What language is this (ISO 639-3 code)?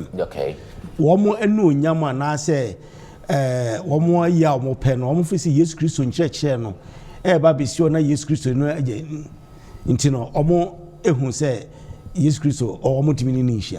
aka